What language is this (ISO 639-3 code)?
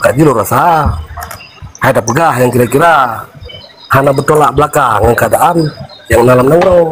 ace